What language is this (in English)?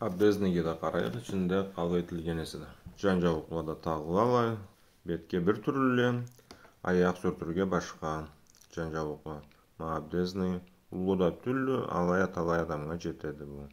Karachay-Balkar